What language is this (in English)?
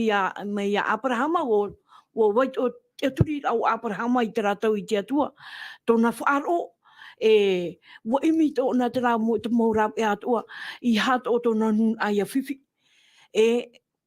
Tahitian